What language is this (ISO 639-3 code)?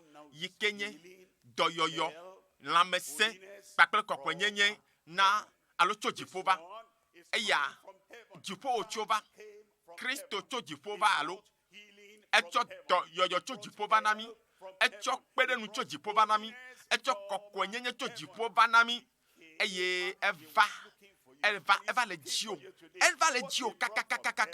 ewe